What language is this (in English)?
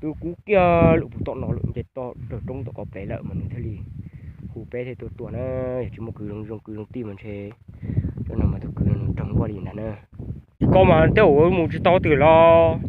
Hmong